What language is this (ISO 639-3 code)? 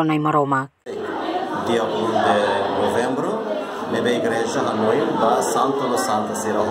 tet